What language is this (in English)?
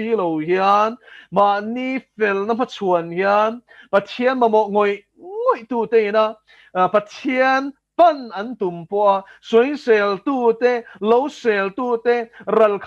Mizo